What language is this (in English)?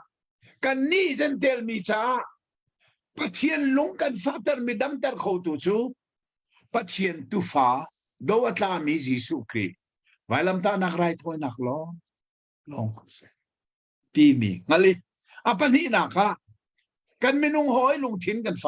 Hakha Chin